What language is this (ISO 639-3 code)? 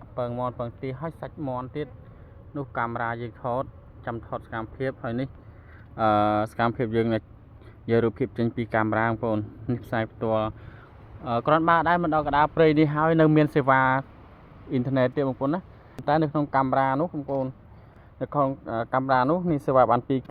khm